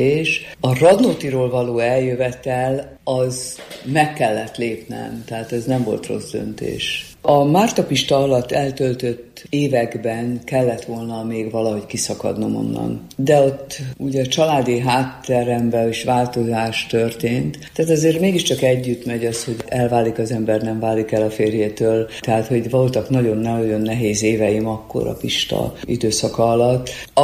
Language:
Hungarian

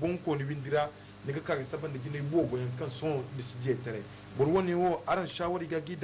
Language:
Zarma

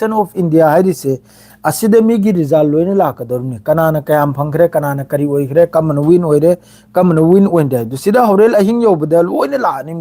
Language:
Manipuri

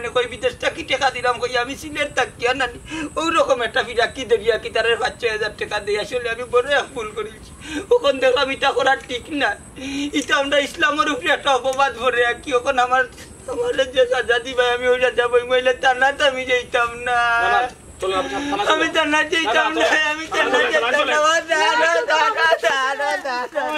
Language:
Sylheti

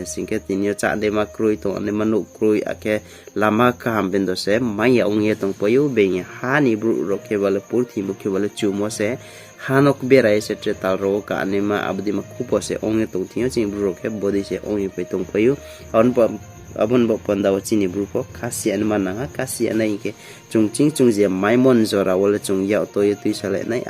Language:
Riang (India)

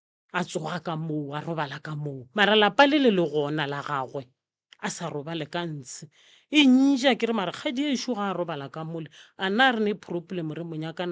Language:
Northern Sotho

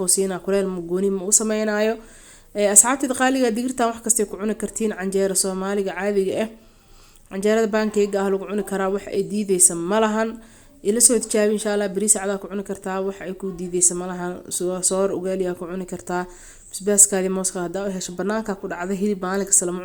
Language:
Somali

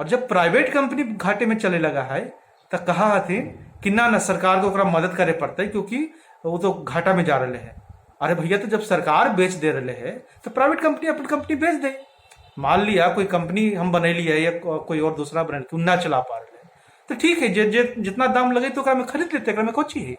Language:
Magahi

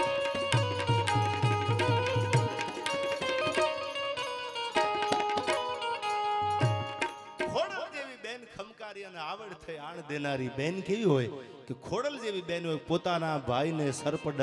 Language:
Gujarati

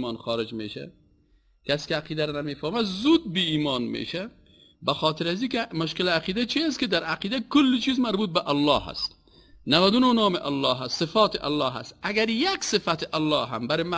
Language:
Persian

